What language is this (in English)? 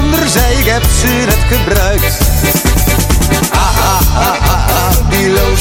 Dutch